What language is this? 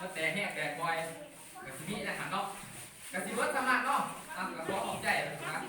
Lao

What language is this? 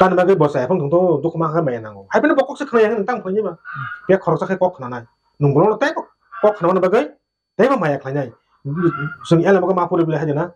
Kok Borok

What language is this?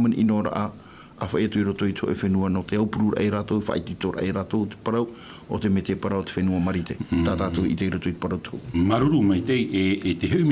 Tahitian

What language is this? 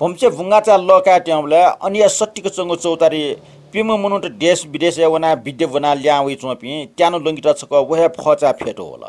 Newari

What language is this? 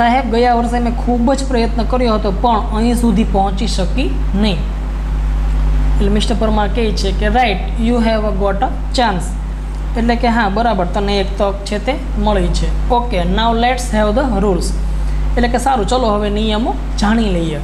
Gujarati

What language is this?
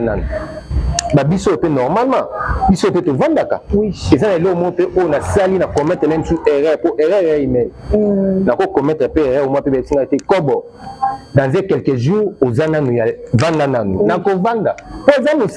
Lingala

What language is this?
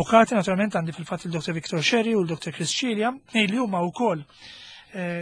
Maltese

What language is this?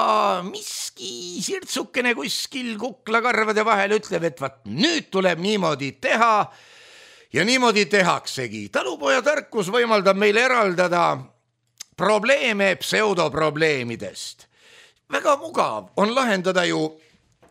Estonian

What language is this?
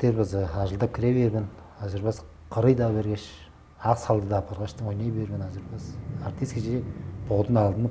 Tuvinian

